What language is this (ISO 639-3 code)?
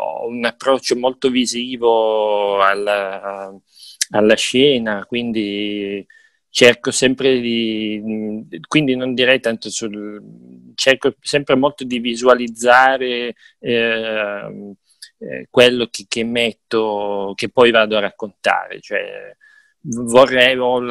ita